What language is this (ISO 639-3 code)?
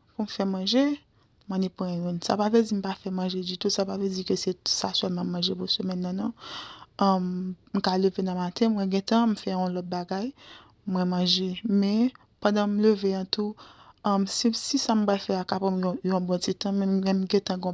hat